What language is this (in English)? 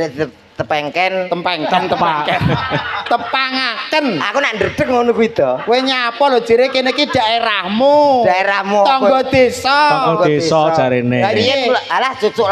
Javanese